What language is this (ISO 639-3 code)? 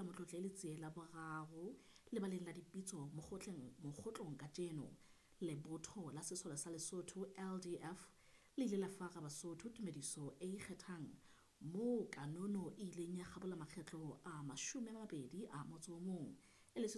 sot